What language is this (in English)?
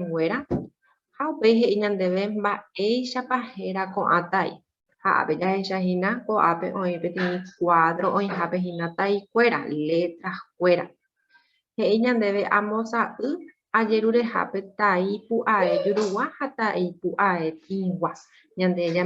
Guarani